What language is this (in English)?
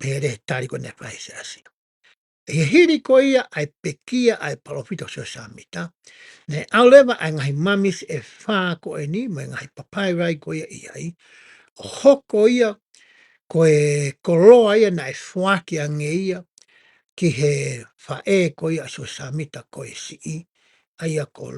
Tongan